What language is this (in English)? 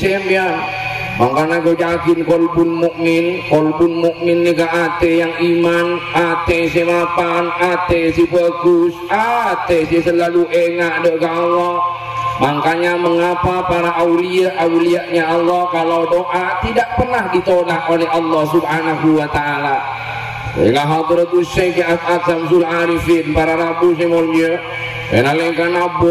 Madurese